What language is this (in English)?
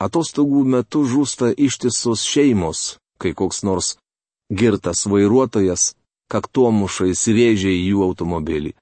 Lithuanian